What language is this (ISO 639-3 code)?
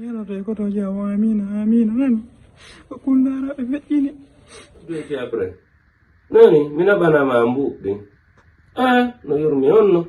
ful